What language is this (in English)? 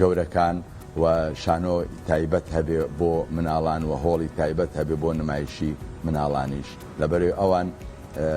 Central Kurdish